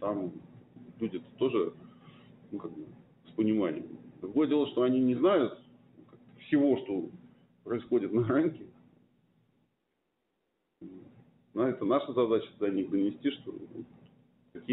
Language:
Russian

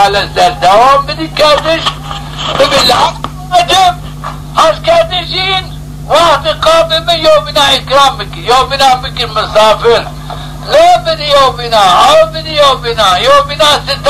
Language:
Zaza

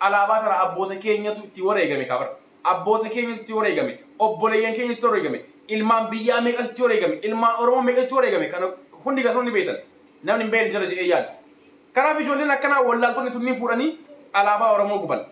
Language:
Oromo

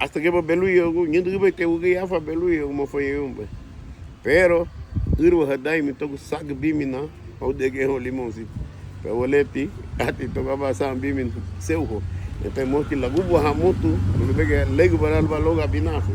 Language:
Garifuna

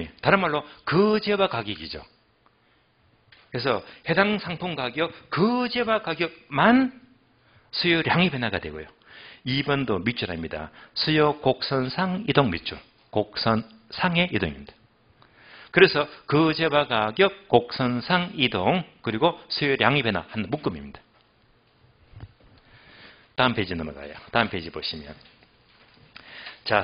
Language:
Korean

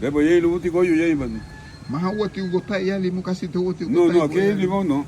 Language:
Garifuna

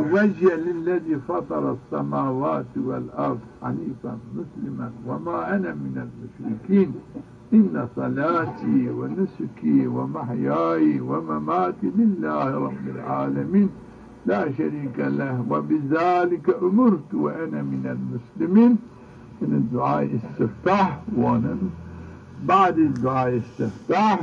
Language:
Zaza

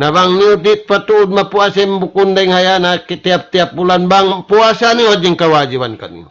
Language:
Tausug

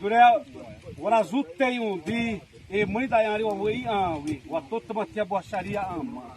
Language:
Xavánte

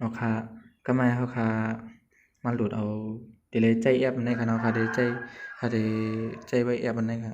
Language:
Shan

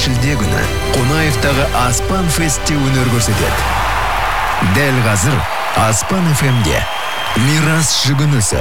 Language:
Kazakh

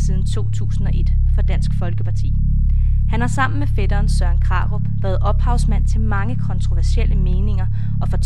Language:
Danish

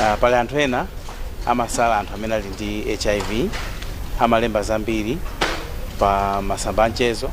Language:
Nyanja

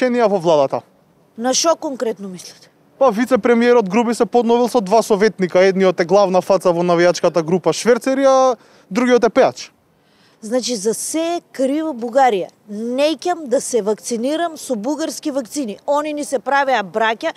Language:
Macedonian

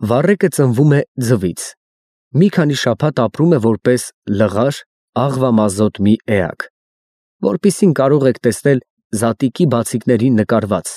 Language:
Armenian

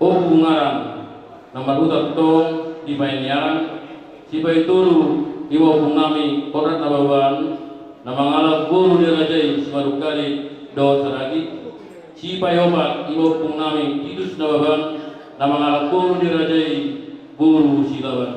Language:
Batak Toba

